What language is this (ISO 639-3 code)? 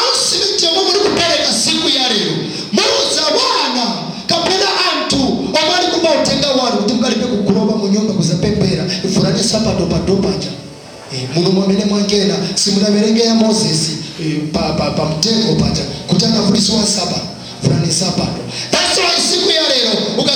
nya